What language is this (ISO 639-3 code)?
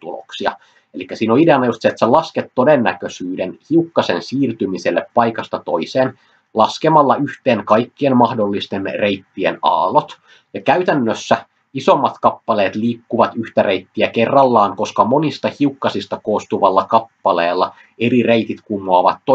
fin